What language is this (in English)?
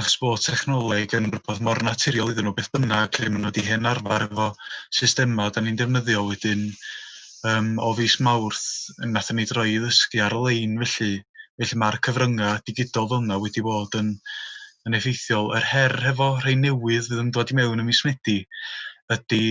Welsh